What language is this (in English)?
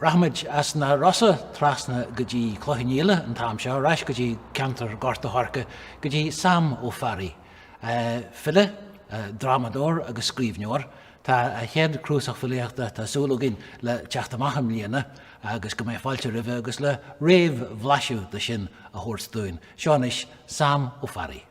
Irish